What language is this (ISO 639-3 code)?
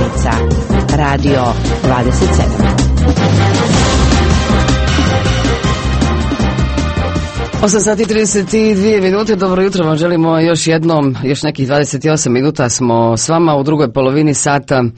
hrv